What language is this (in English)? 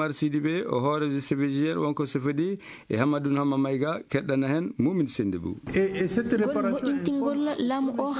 Fula